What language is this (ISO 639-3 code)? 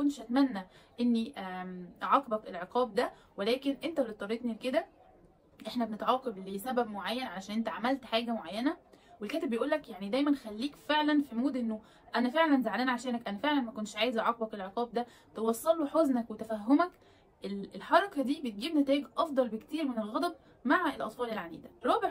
arz